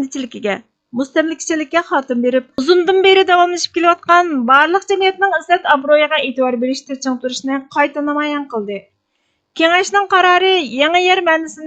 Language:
Uyghur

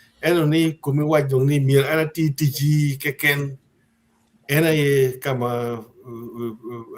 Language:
Acoli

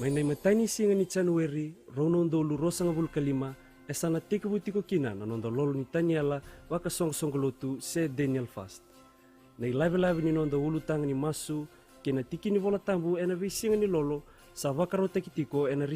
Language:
Fijian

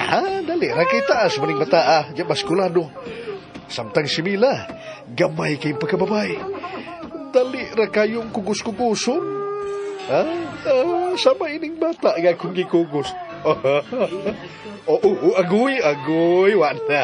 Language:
Cebuano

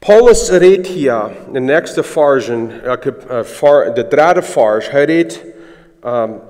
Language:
Plautdietsch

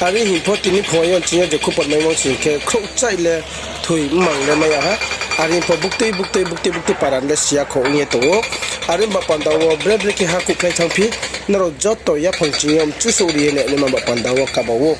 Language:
Riang (India)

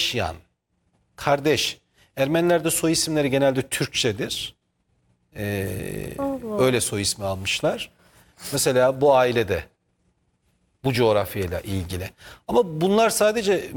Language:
Turkish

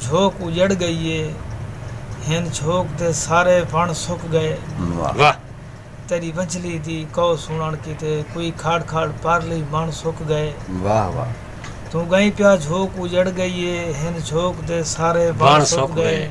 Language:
Saraiki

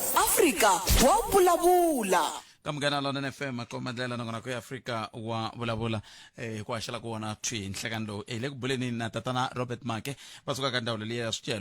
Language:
Tsonga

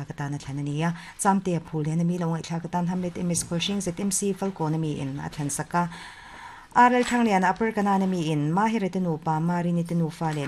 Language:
Mizo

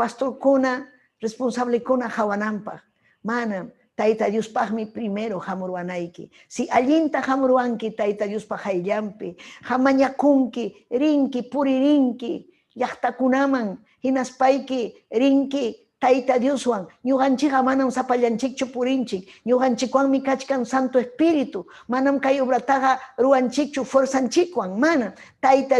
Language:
Ayacucho Quechua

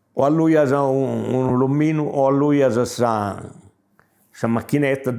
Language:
Sardinian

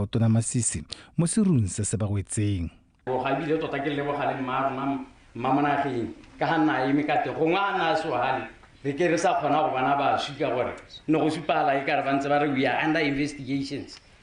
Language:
Tswana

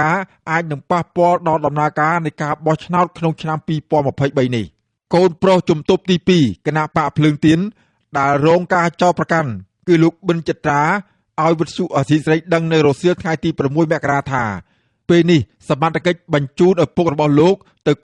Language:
Khmer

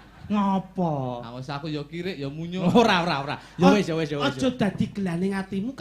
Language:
Javanese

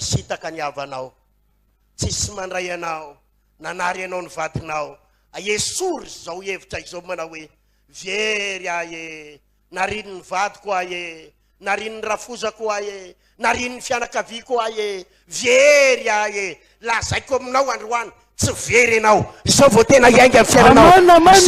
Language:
Malagasy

